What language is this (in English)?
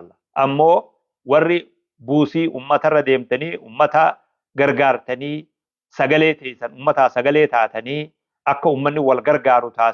Oromo